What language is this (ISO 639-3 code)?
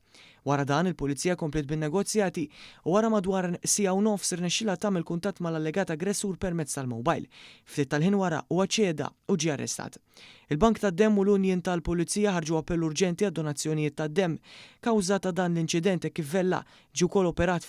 mlt